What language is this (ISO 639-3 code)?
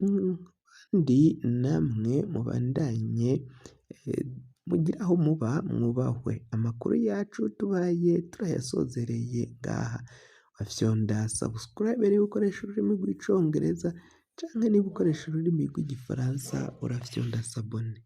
run